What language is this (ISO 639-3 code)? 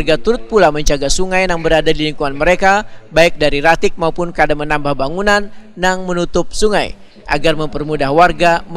bjn